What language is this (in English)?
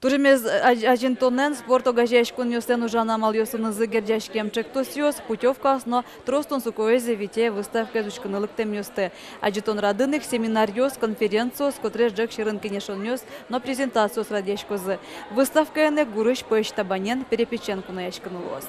Udmurt